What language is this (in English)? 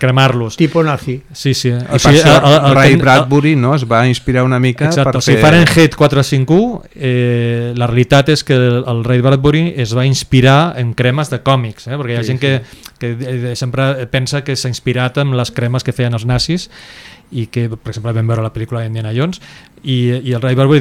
Catalan